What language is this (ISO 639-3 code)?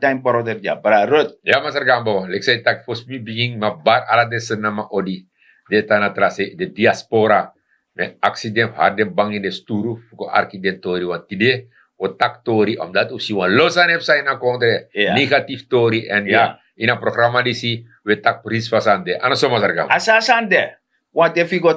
srn